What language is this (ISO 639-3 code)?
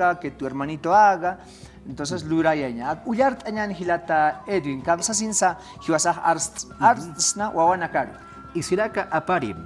aym